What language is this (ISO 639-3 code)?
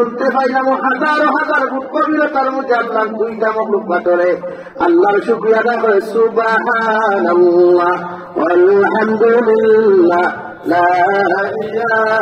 syl